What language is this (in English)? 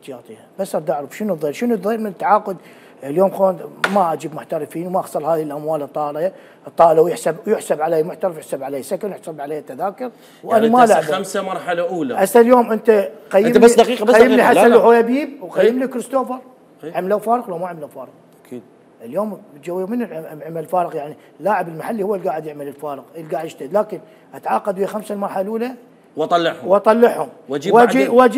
Mesopotamian Arabic